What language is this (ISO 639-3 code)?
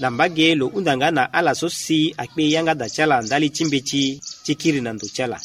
sag